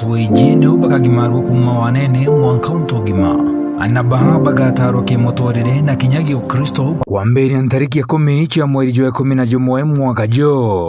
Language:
Meru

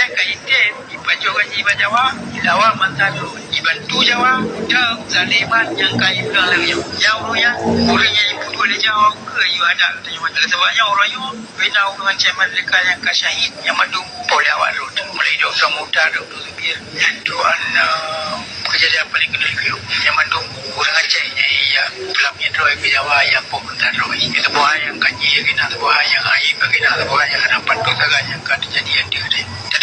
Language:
Achinese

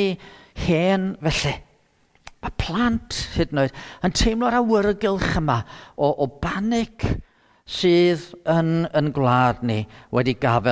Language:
Welsh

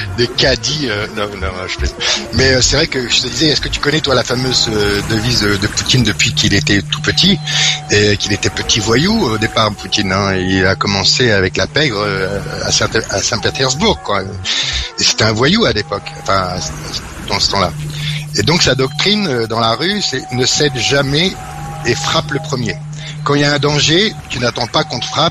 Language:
French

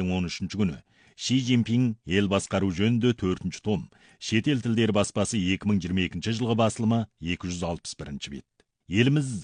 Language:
Kazakh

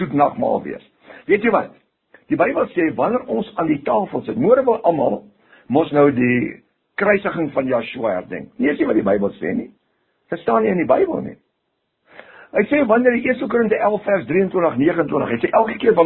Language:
Afrikaans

